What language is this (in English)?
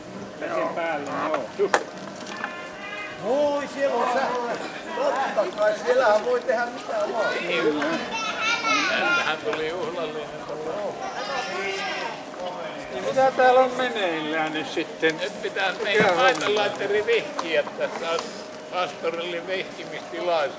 Finnish